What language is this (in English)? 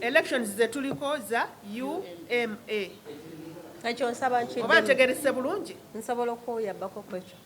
Ganda